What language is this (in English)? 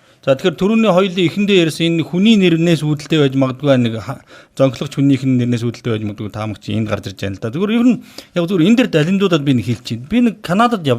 Mongolian